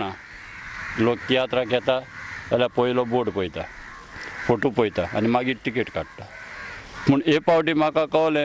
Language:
Konkani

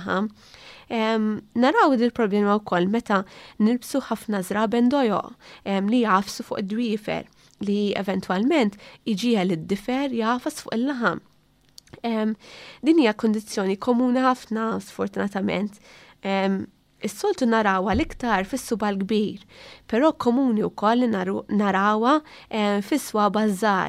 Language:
Maltese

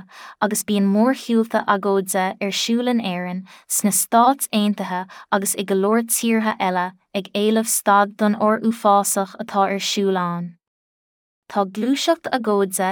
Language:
Irish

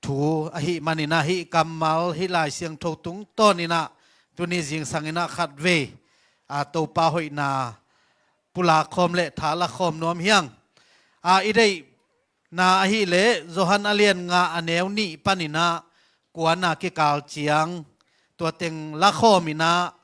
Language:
Tedim Chin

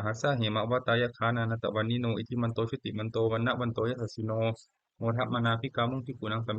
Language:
Pali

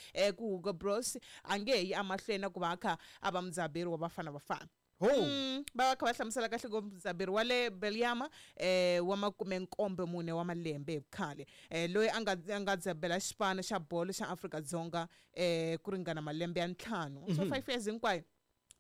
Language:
Tsonga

